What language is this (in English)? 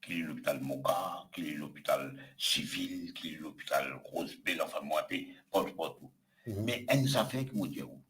Morisyen